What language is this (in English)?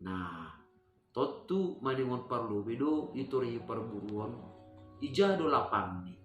Batak Simalungun